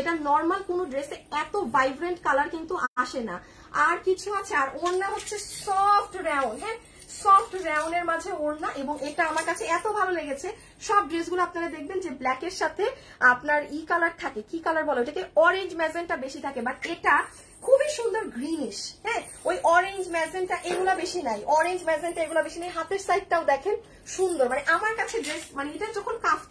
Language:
Bangla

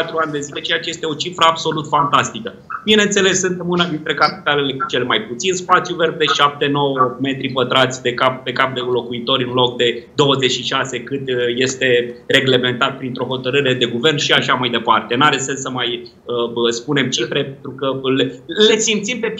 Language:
Romanian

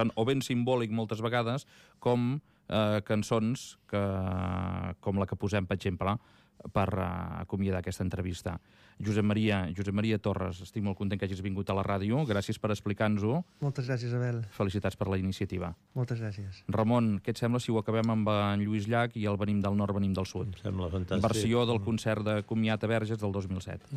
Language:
Catalan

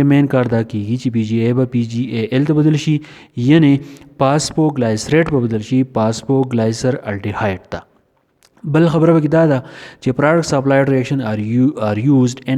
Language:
Pashto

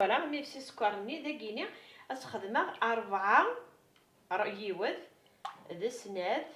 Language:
Kabyle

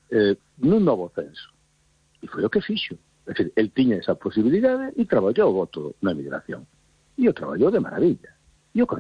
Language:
Galician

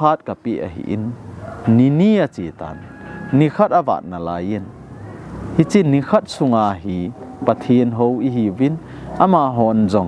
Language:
Thado Chin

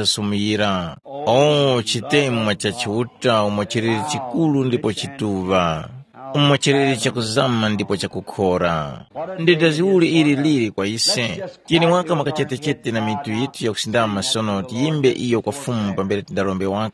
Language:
Tumbuka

